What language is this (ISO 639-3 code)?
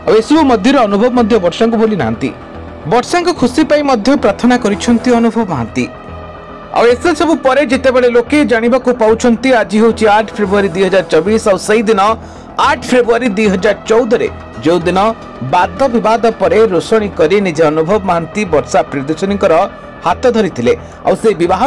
ori